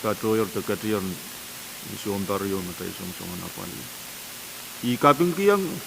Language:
Pohnpeian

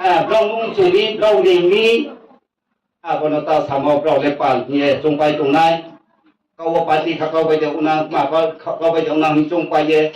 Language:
Riang (India)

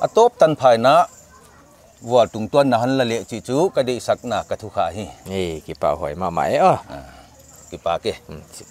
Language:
Paite Chin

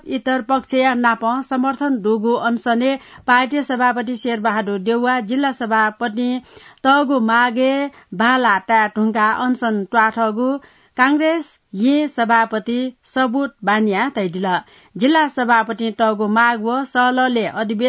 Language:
Newari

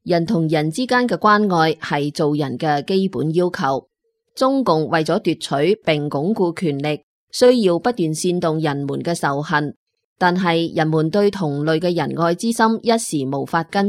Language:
Cantonese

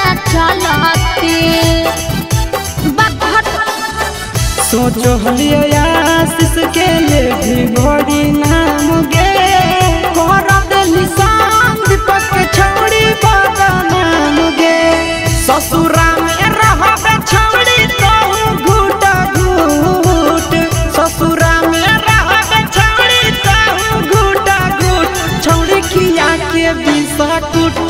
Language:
Magahi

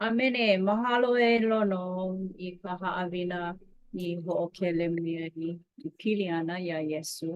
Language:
Hawaiian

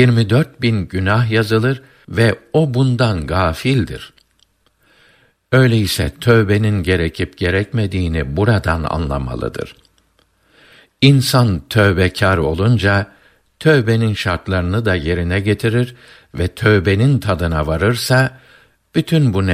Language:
Turkish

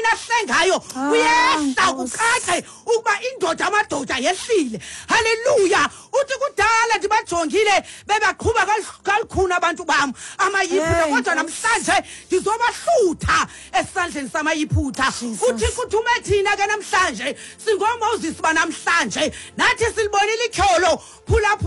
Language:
Xhosa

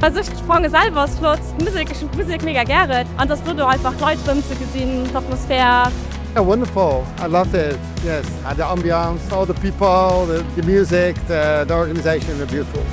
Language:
Luxembourgish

